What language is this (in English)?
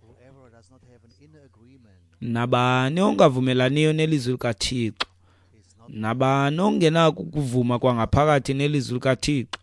Xhosa